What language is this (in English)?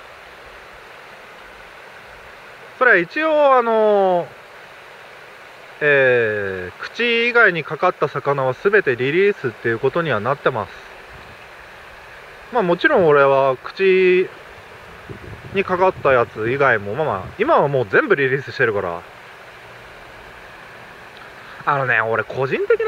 Japanese